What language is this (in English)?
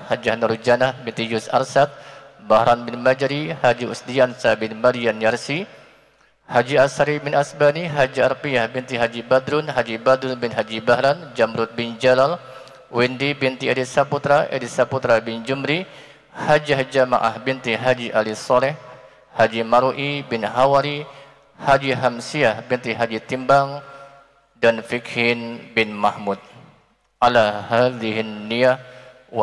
Indonesian